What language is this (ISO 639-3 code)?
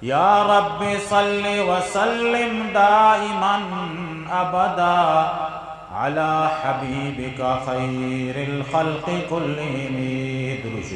bgp